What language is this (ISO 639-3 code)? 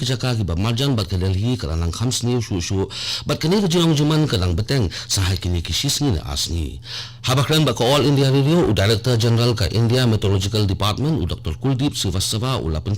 kha